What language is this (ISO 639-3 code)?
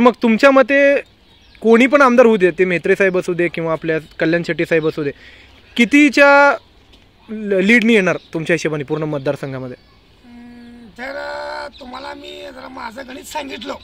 mar